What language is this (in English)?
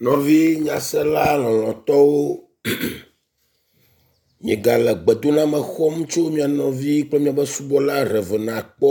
Ewe